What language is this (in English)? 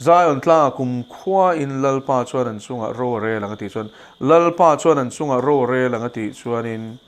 Mizo